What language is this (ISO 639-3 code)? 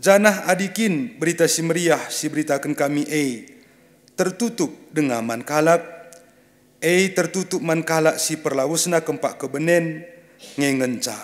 btx